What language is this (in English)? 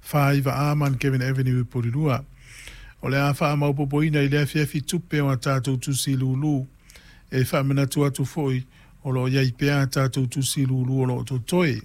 Samoan